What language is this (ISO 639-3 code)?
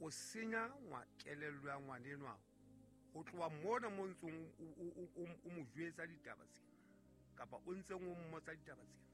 sot